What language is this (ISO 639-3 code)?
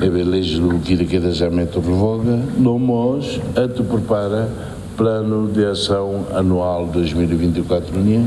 tet